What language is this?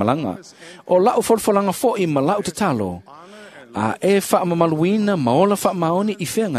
Samoan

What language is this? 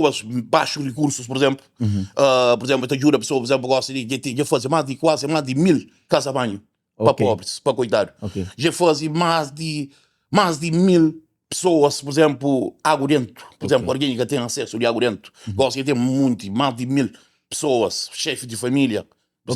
Kabuverdianu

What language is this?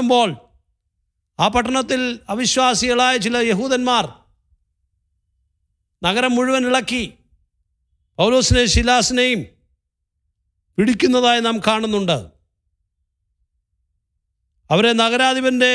Malayalam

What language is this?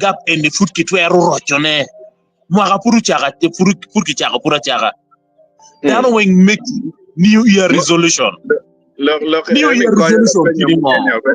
Acoli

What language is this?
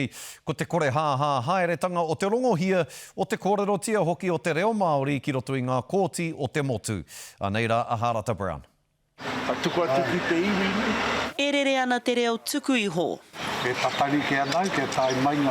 Māori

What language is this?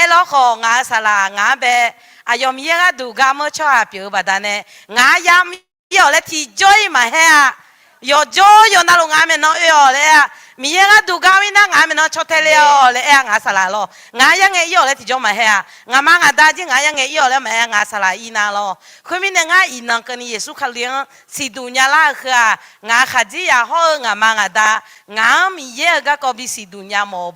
Akha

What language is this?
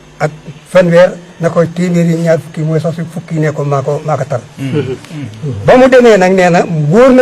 Wolof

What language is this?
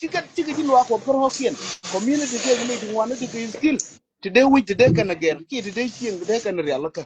Nuer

